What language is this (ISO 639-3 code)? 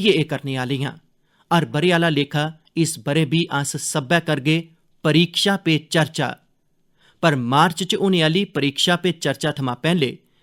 doi